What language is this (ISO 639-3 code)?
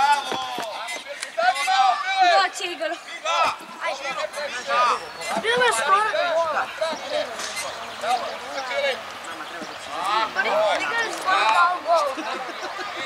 hrv